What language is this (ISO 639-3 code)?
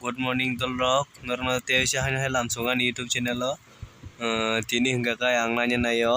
trp